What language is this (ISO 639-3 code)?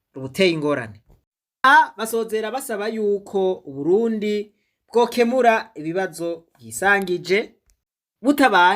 run